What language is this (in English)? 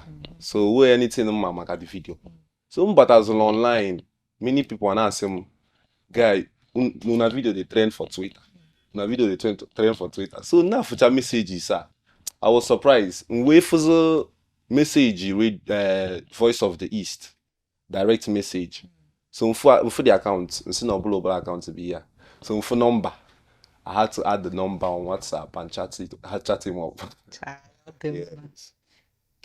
Igbo